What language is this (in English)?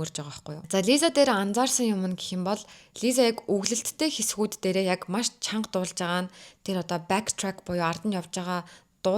Mongolian